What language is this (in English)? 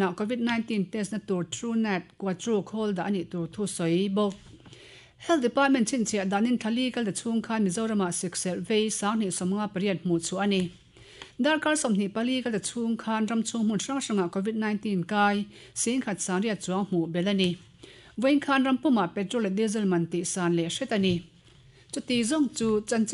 Mizo